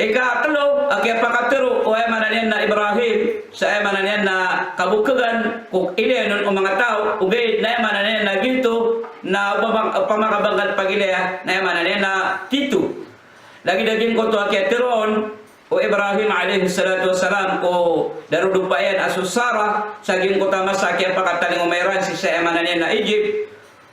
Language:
Maranao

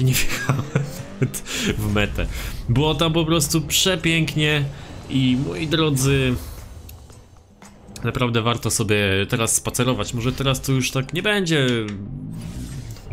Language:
Polish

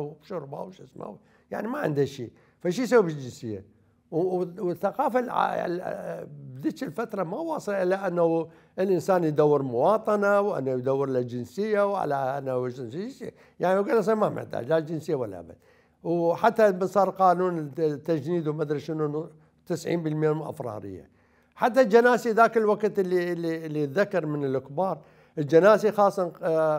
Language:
Mesopotamian Arabic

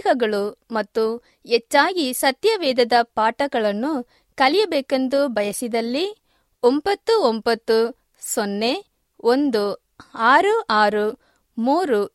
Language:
Kannada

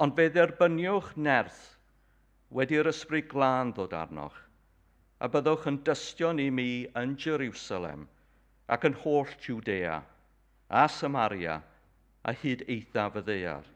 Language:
Welsh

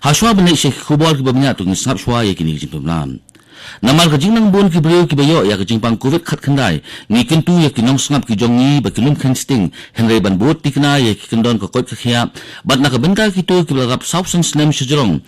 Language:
Khasi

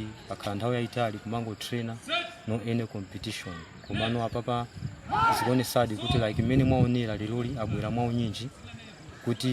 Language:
Nyanja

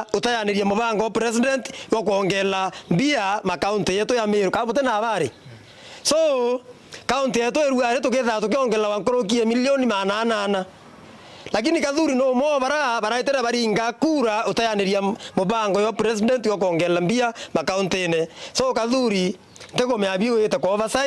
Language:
Meru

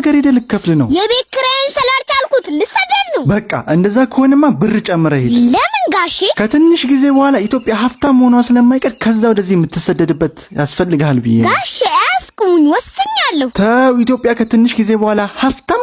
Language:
Amharic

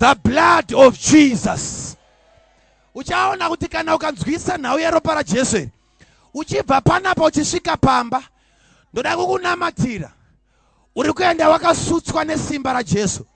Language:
Shona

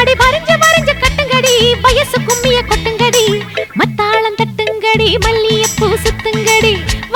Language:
Tamil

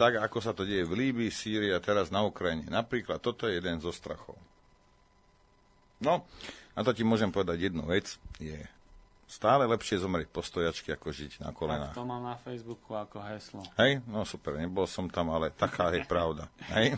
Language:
Slovak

